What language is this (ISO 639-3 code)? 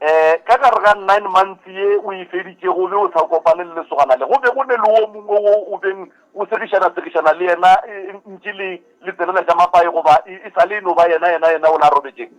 nso